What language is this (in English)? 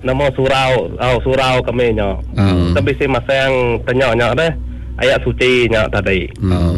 Iban